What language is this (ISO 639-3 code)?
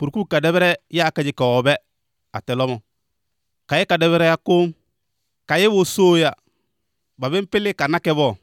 som